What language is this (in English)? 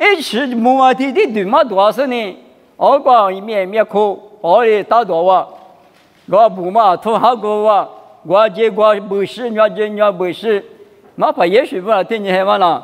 Lisu